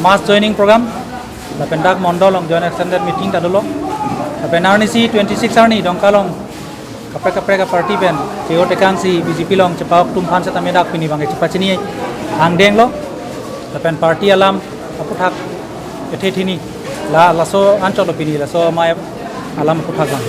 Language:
Karbi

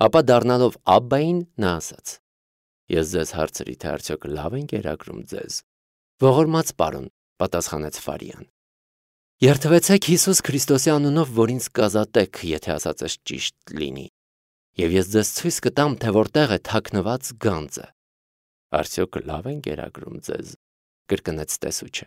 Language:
Armenian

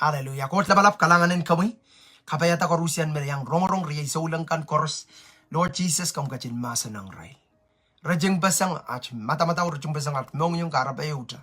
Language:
Pohnpeian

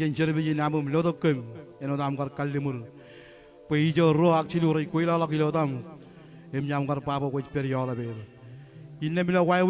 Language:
Marshallese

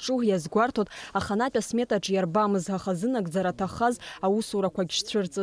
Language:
Abkhazian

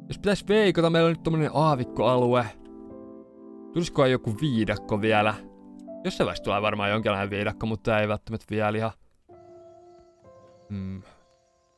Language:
Finnish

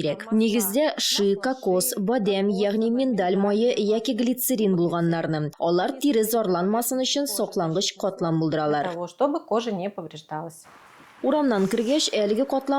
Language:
Tatar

